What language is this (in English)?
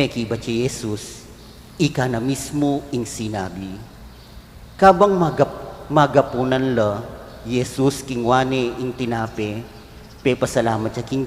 Pampanga